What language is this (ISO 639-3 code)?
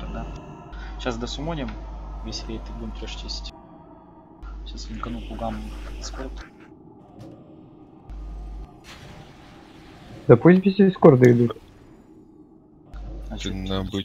rus